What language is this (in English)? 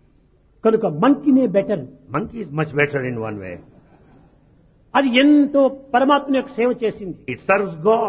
Telugu